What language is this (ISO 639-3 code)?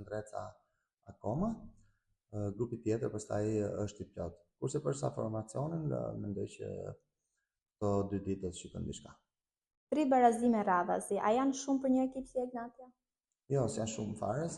sqi